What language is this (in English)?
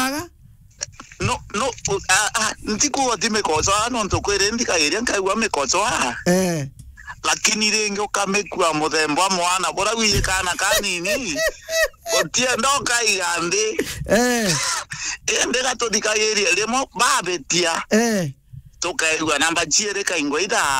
Meru